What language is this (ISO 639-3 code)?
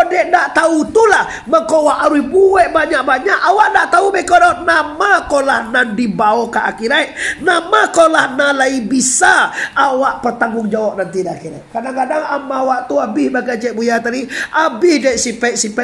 min